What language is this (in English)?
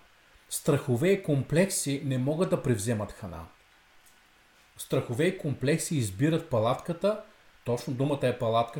Bulgarian